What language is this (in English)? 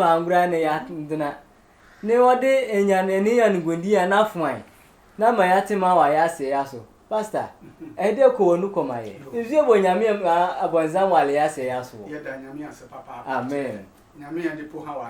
Sehwi